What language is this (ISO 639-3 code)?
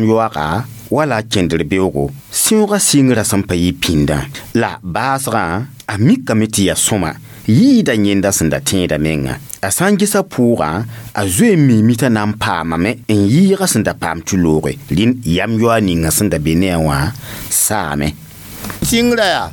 mos